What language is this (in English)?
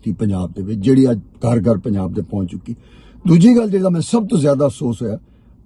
Western Panjabi